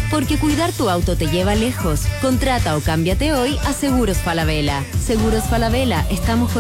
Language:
Spanish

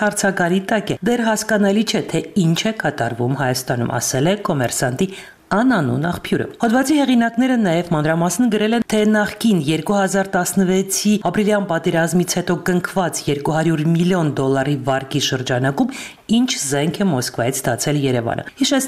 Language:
Armenian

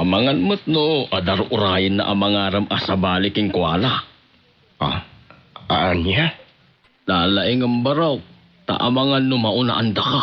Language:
Iloko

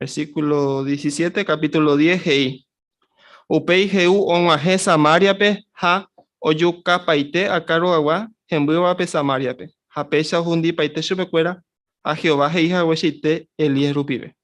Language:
Guarani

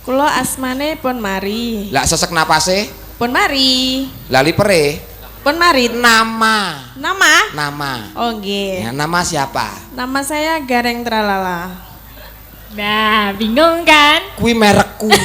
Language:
Javanese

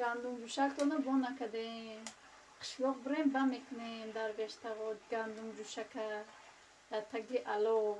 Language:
Tajik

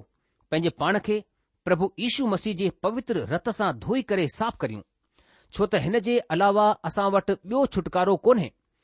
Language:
Sindhi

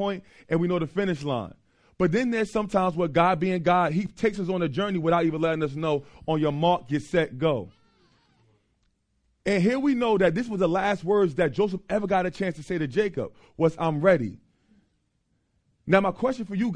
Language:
English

